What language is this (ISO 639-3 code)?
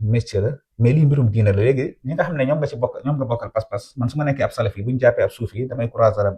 wol